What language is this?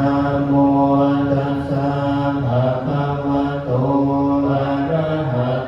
Pali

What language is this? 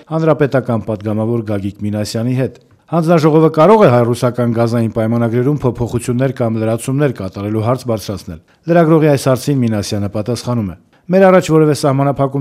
Armenian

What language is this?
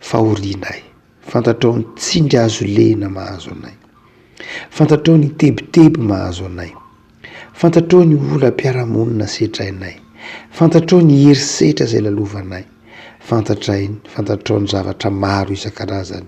Malagasy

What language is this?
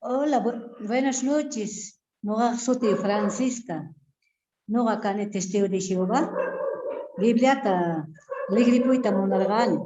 South Bolivian Quechua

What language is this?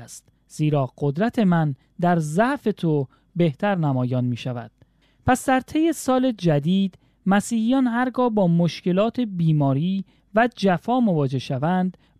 Persian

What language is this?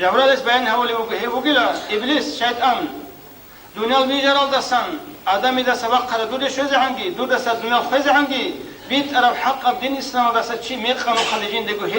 Avaric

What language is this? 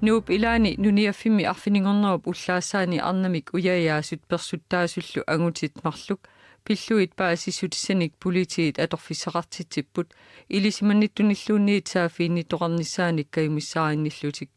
Kalaallisut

